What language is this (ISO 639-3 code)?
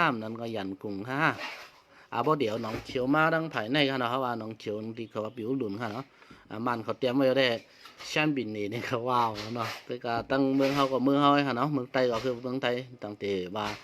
shn